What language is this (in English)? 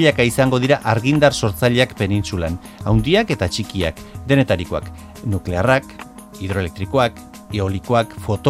Basque